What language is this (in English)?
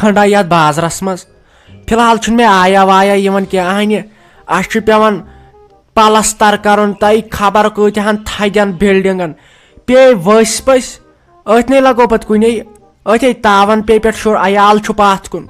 Kashmiri